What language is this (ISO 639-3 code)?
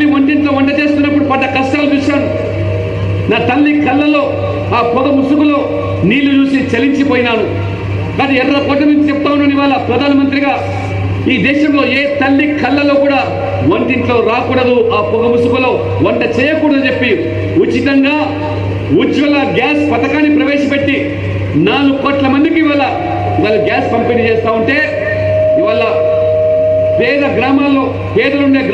tel